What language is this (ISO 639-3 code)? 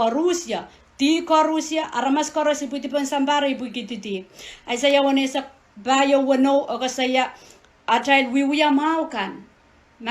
pon